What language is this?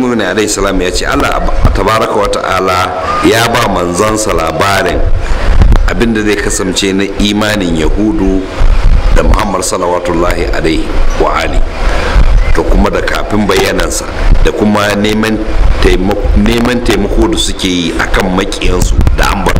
Hausa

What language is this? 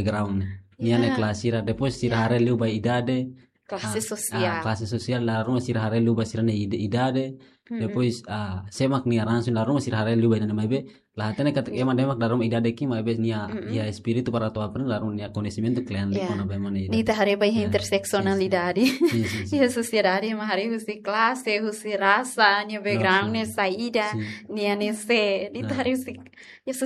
Tetum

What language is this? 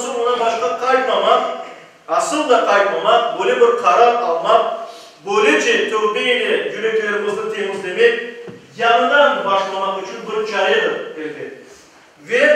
Crimean Tatar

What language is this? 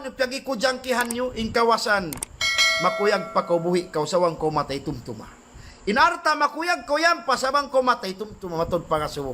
Tausug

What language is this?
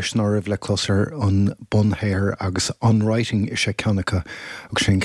Irish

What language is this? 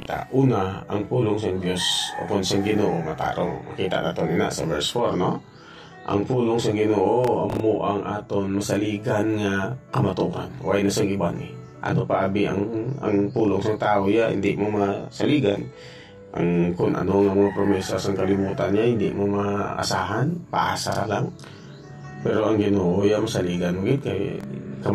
Hiligaynon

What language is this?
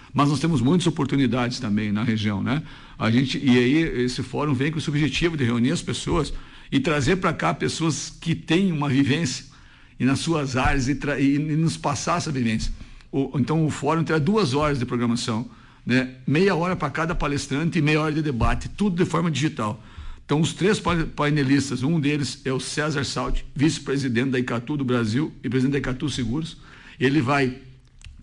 Portuguese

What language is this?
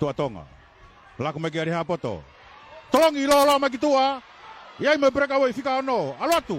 Tongan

